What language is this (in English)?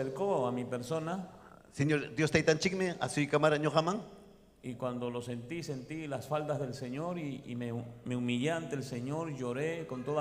Ayacucho Quechua